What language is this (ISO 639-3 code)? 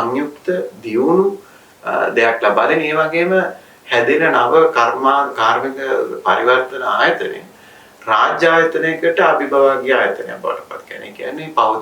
sin